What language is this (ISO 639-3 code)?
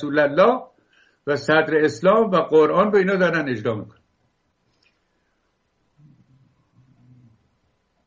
fas